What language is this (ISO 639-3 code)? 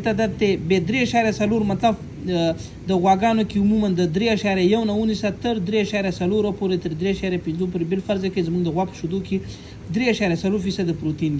pus